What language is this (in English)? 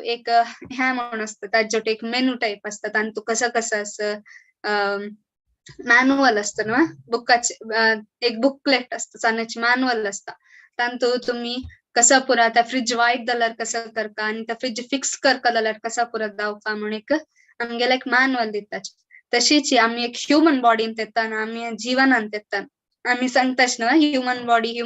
Konkani